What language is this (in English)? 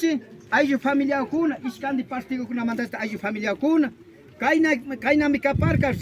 Imbabura Highland Quichua